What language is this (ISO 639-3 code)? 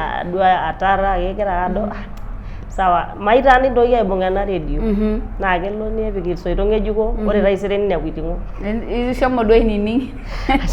mas